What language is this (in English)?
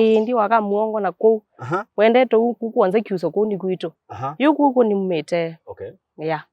Kamba